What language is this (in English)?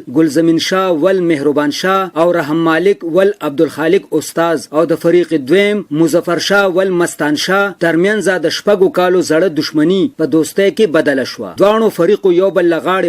Pashto